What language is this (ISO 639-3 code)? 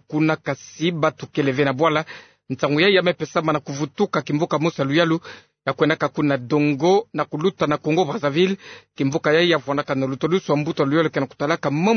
ktu